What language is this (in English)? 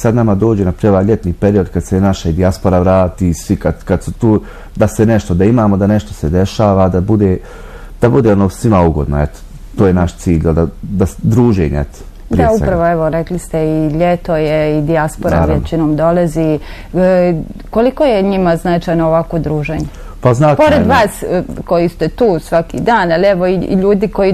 Bosnian